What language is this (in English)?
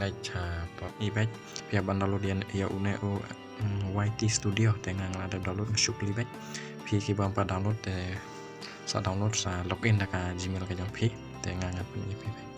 Khasi